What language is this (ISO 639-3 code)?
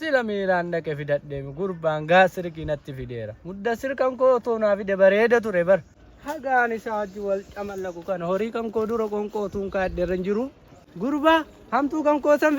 orm